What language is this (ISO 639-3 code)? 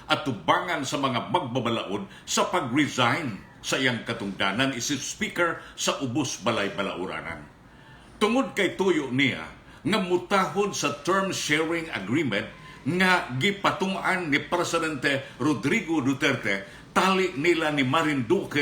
ceb